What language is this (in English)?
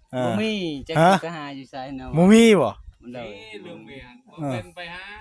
Northeastern Thai